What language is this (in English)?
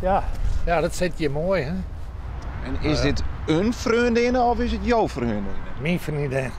Western Frisian